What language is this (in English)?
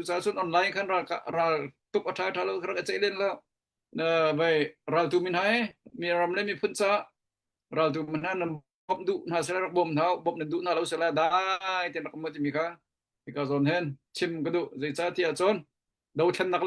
Hakha Chin